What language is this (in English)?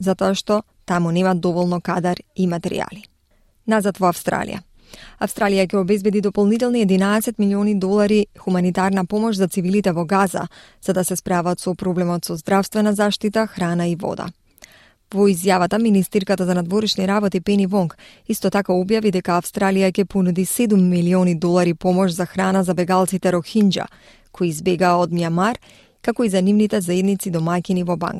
Macedonian